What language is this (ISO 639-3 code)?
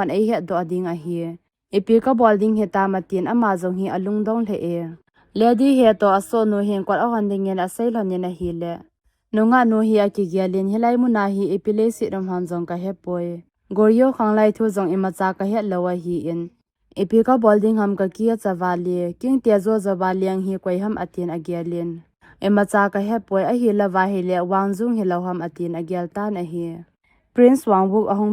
tcz